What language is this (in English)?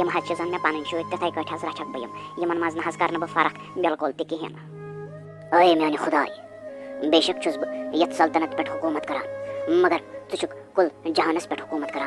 Kashmiri